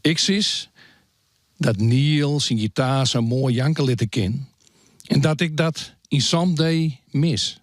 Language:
Western Frisian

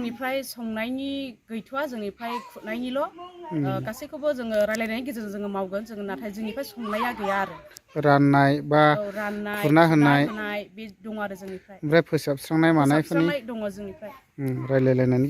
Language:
Bodo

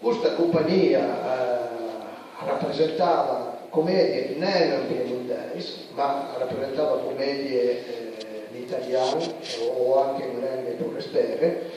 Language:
Piedmontese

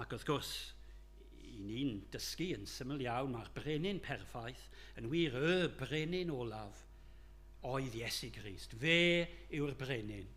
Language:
Welsh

